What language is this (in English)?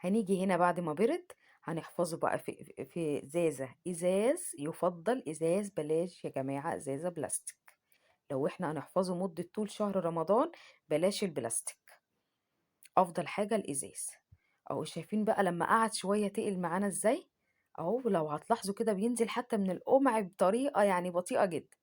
Egyptian Arabic